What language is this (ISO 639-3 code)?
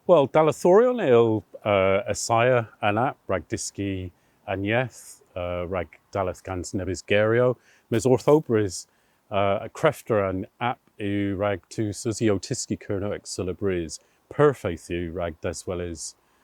cor